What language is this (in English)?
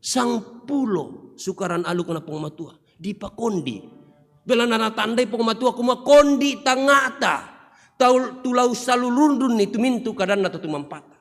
Toraja-Sa'dan